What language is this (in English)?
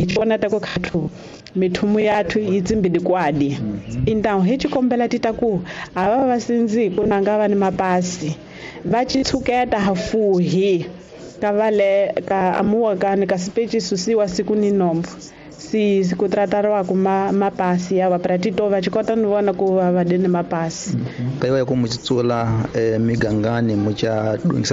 Tsonga